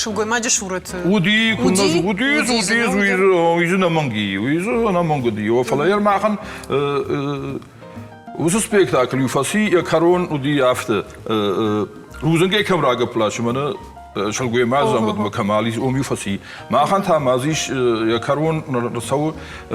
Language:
Ossetic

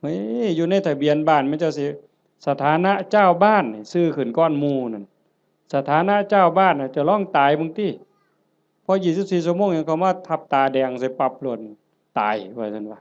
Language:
Northeastern Thai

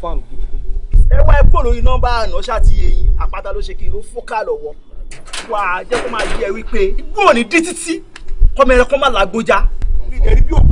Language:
Yoruba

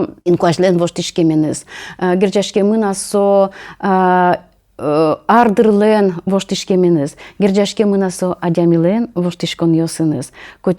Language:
Udmurt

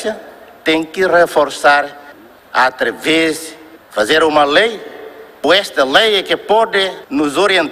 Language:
Tetum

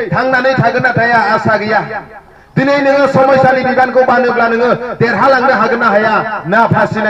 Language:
Bodo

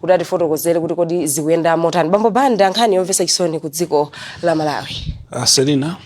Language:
Nyanja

